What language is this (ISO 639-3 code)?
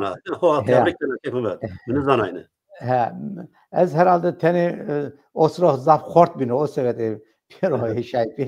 zza